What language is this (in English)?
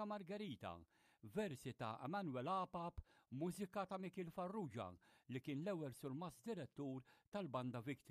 Maltese